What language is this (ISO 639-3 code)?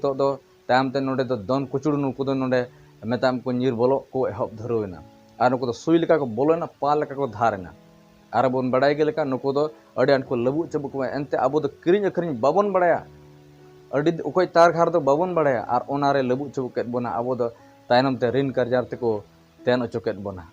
sat